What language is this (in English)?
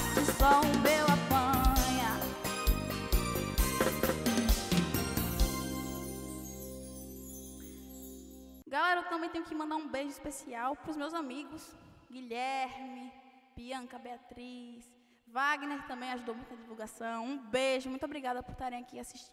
Portuguese